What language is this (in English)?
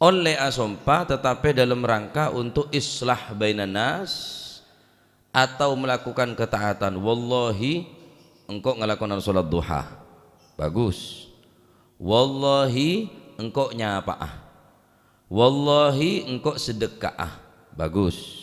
Madurese